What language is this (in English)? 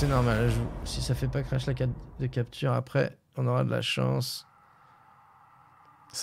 French